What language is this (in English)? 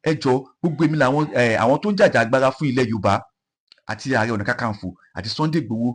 Yoruba